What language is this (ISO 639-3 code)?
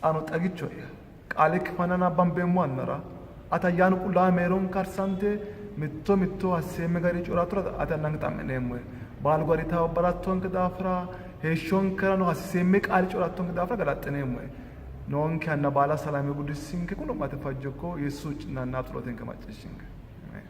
sid